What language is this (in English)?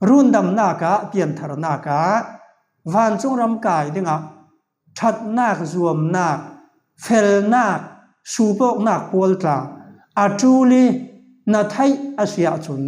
Falam Chin